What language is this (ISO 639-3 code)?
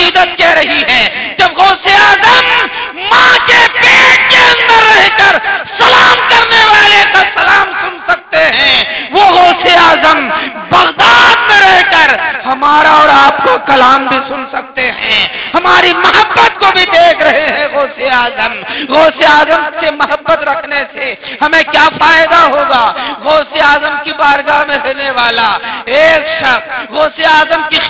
urd